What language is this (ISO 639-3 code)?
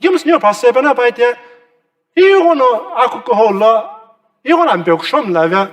nsm